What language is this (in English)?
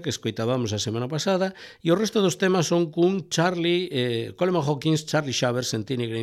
Galician